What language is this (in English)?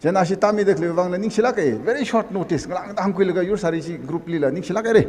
Tangkhul Naga (India)